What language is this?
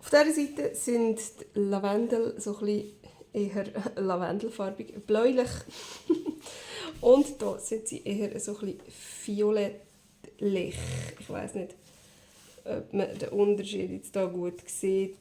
Swiss German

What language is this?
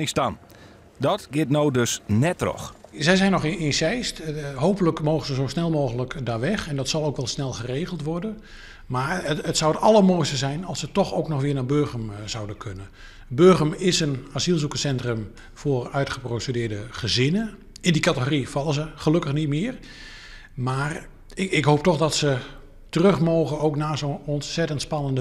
Western Frisian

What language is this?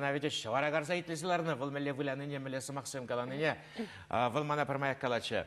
Chuvash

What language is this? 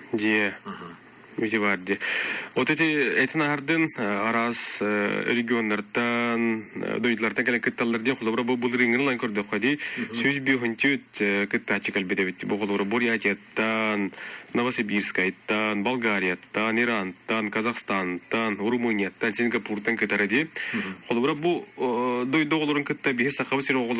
Yakut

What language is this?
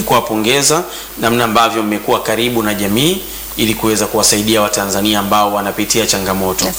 Swahili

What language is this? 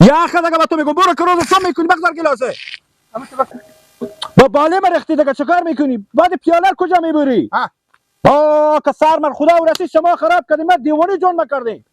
Persian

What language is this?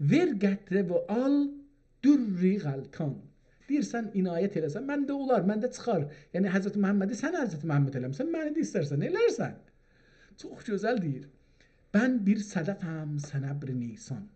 South Azerbaijani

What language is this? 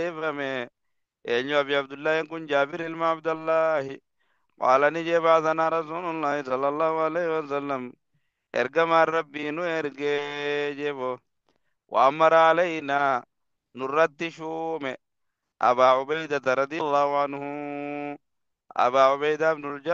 Oromo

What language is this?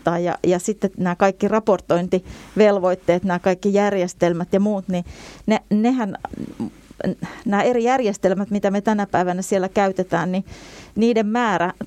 Finnish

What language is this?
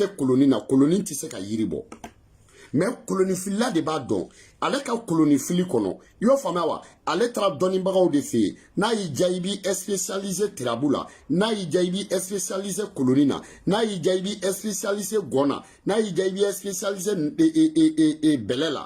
Bambara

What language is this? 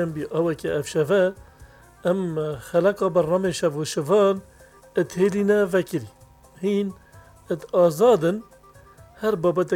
Kurdish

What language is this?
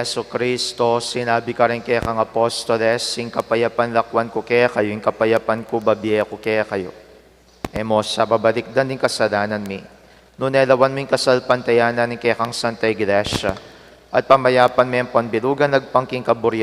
Pampanga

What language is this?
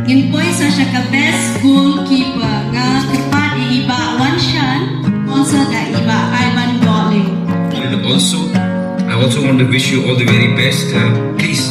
Khasi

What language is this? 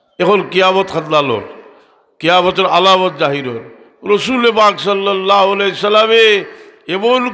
Sylheti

